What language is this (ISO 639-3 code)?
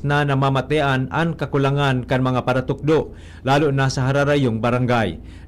bik